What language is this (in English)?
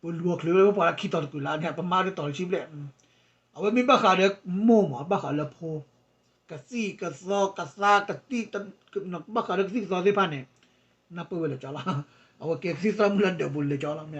S'gaw Karen